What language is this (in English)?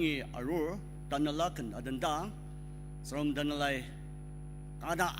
Ao Naga